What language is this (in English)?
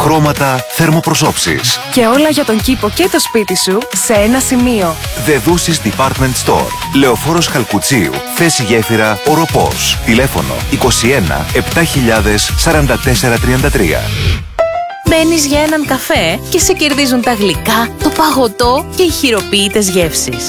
Greek